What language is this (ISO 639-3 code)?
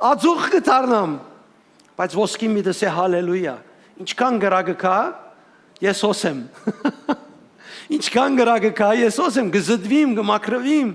hyw